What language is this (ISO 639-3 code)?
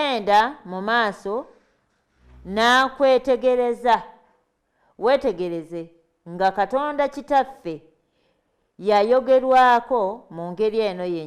lug